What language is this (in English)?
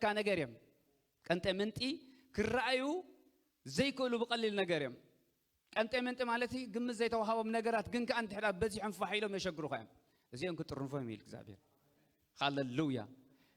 Tigrinya